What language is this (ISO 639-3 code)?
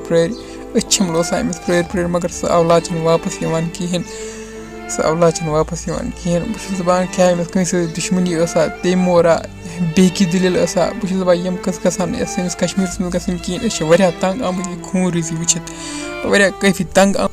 kas